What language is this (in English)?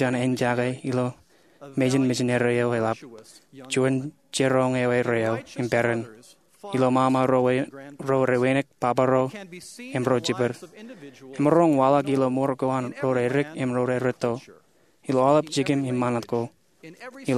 Marshallese